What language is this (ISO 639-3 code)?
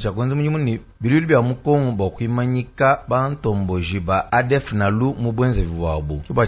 lua